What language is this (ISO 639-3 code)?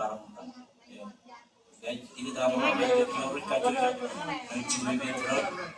mah